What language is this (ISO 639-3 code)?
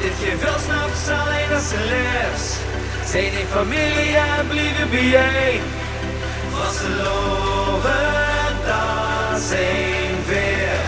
lim